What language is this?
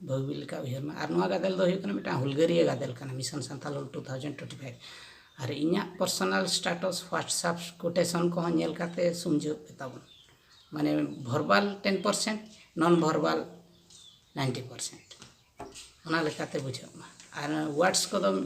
Santali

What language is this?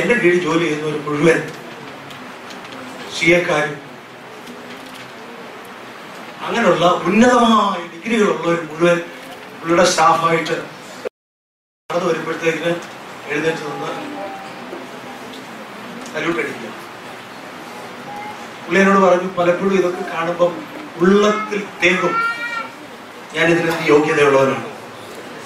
Malayalam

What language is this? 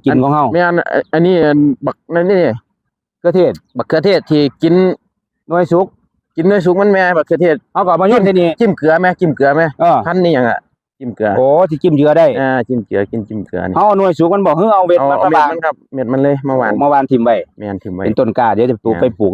Northeastern Thai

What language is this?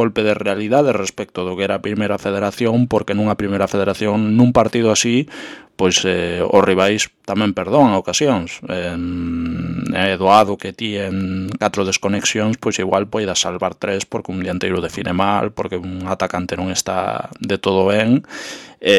Galician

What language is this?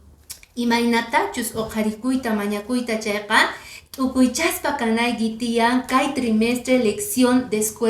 Quechua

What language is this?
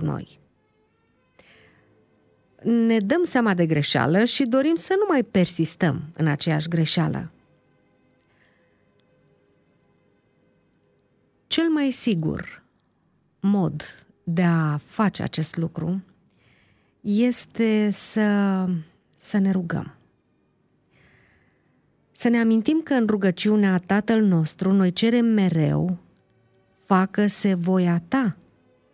Romanian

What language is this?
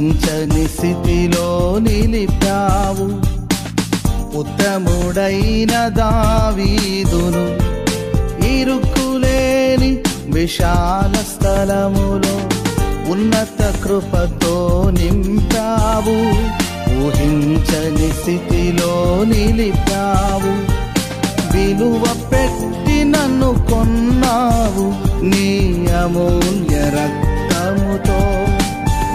Telugu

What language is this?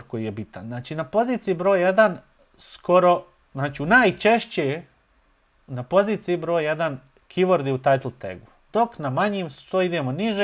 Bosnian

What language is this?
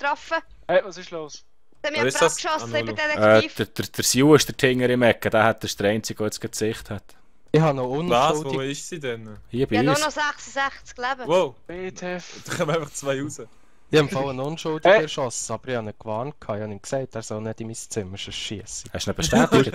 Swiss German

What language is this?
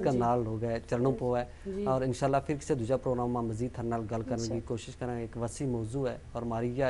Gujari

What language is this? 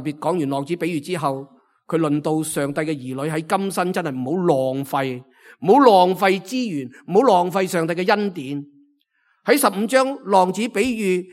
Cantonese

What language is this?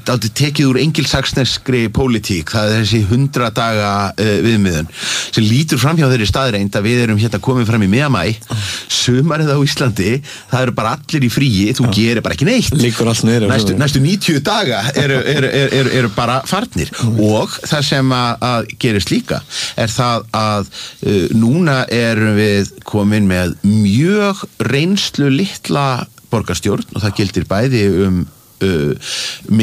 Icelandic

